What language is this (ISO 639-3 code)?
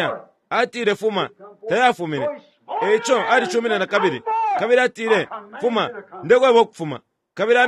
bem